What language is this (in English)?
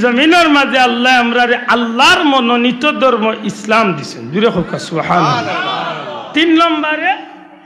Sylheti